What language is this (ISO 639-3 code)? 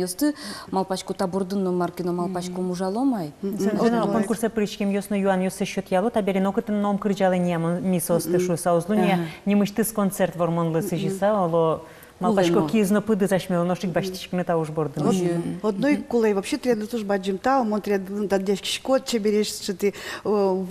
udm